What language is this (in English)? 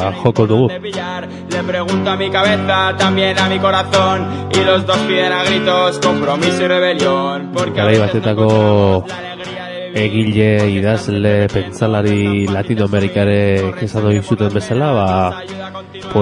Basque